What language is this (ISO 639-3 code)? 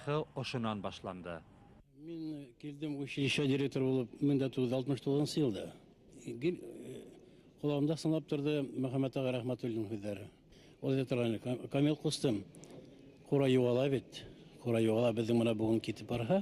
bak